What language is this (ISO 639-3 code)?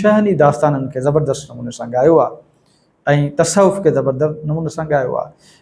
snd